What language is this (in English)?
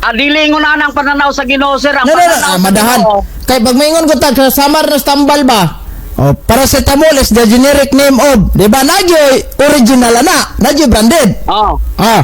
Cebuano